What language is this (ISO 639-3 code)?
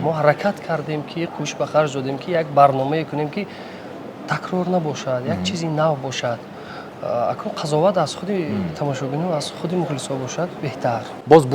tgk